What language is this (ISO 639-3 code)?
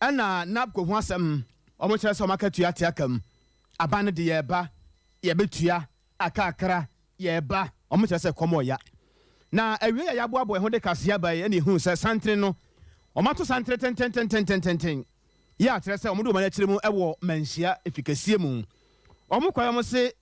aka